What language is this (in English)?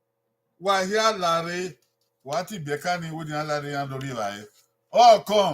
Bini